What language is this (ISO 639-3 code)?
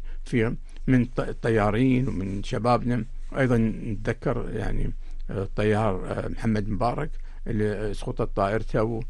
afb